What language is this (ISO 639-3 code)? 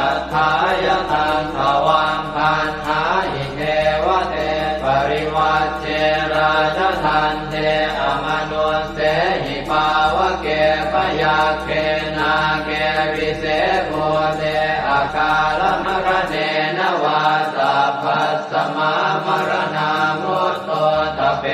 pli